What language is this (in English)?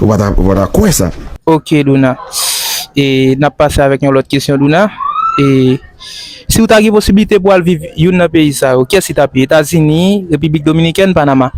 Haitian Creole